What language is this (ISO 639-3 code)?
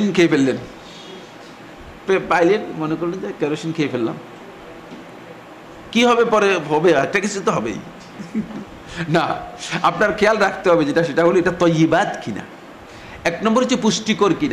ben